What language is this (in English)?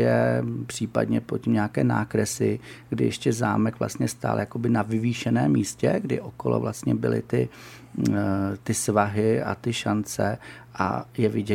Czech